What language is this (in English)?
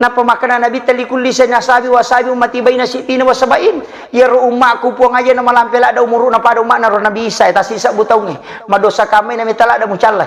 Buginese